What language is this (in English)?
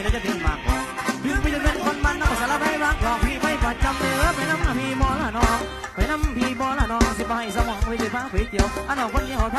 Thai